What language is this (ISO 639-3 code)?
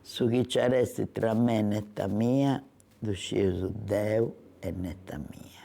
srd